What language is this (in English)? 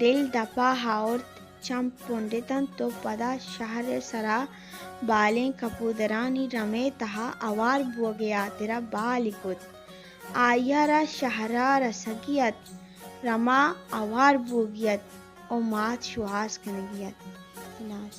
Baluchi